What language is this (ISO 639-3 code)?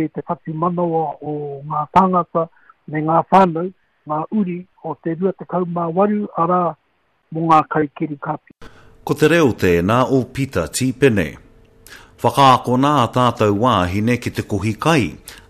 mri